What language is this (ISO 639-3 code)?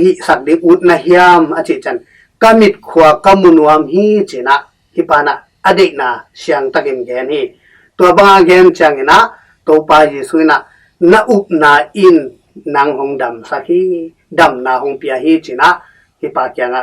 ctd